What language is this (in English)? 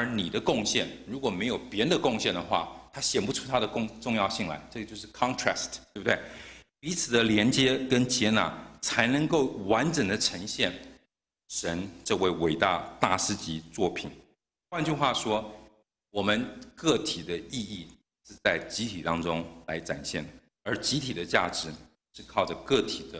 Chinese